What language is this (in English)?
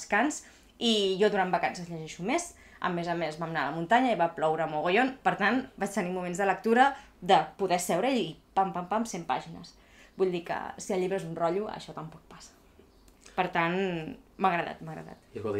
Catalan